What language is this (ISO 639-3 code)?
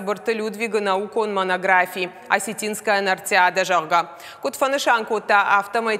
oss